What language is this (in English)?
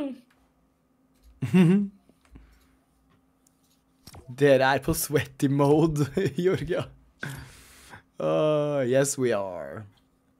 Norwegian